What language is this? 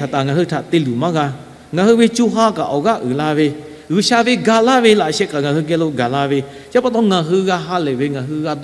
Lahu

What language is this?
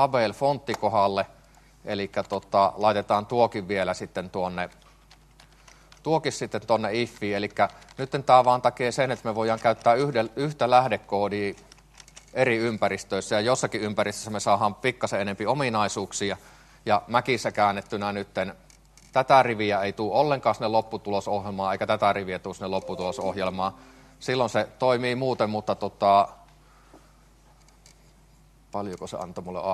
Finnish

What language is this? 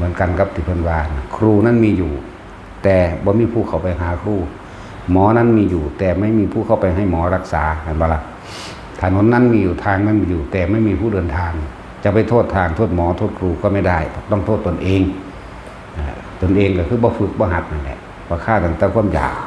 Lao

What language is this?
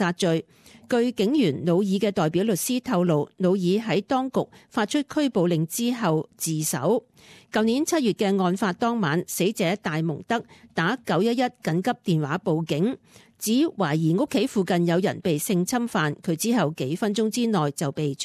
Cantonese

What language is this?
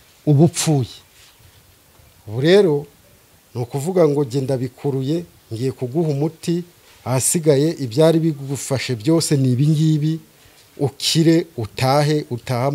Kinyarwanda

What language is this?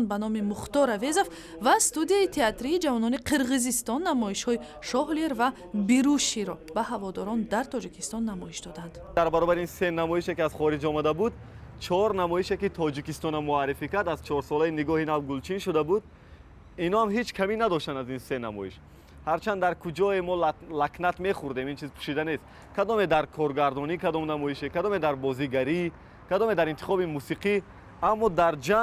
Tajik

